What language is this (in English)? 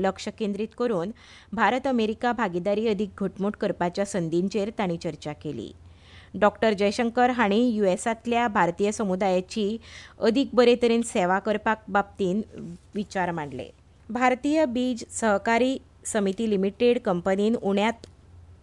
Konkani